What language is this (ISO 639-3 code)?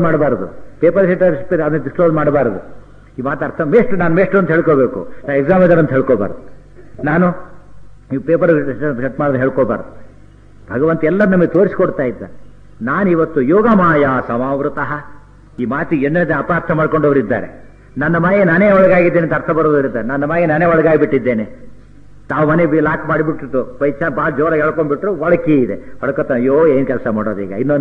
kan